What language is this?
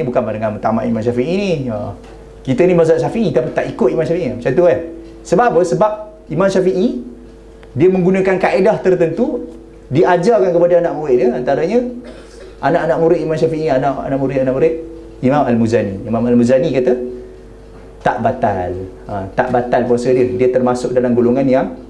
Malay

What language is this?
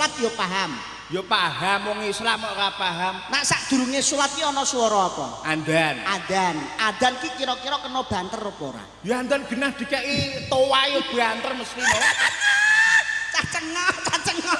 Javanese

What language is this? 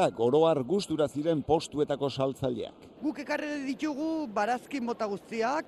Basque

